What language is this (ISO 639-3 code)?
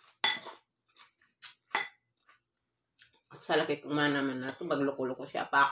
fil